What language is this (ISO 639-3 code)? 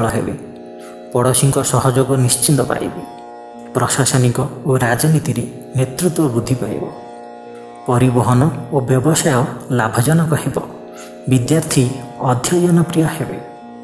ori